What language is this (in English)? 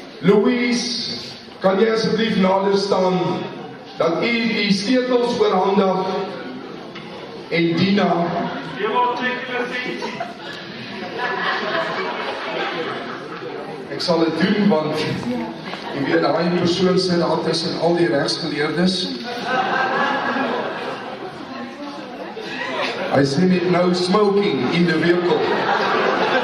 Afrikaans